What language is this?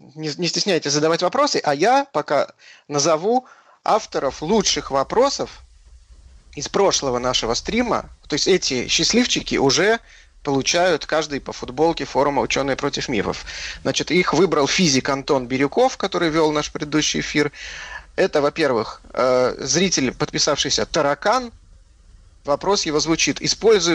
Russian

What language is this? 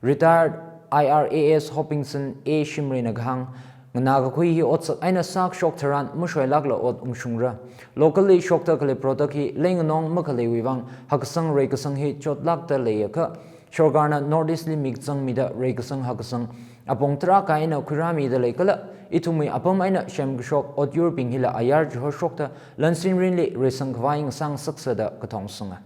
Tangkhul Naga (India)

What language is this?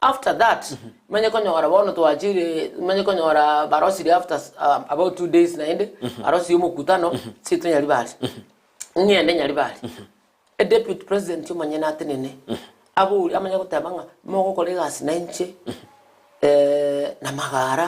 Gusii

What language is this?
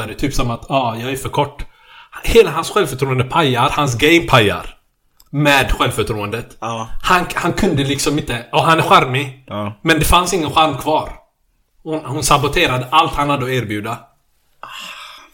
Swedish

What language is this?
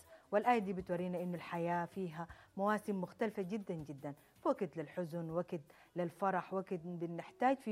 Sudanese Arabic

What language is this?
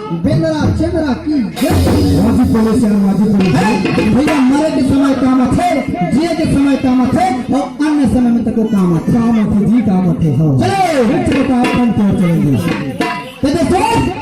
Chhattisgarhi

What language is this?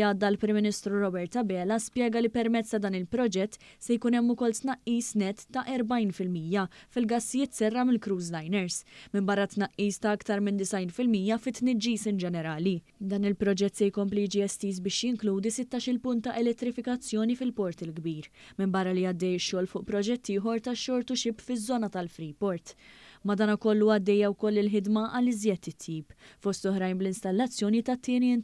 Maltese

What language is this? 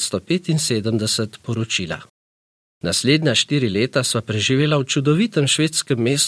Slovenian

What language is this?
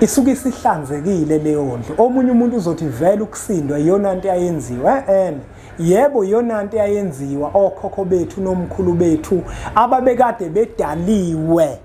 Zulu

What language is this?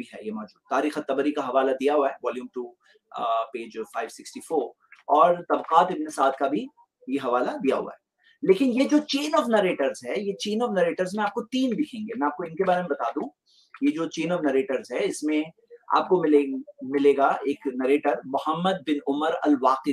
Hindi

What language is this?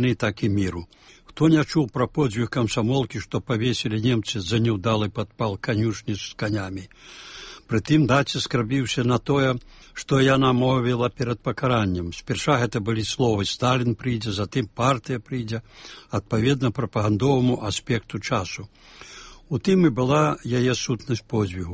Belarusian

